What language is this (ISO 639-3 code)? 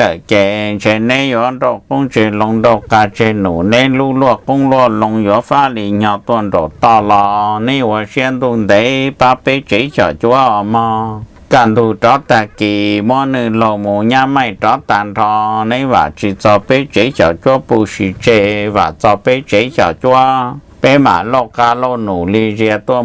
hmn